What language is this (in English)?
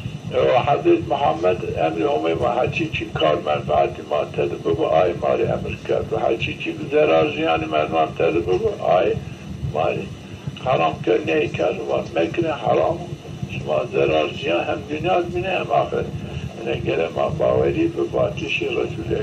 Zaza